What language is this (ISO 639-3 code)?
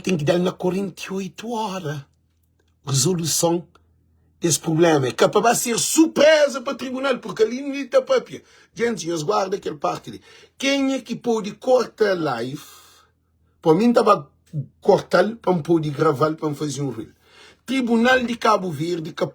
kea